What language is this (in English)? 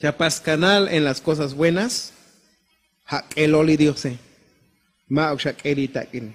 Tzotzil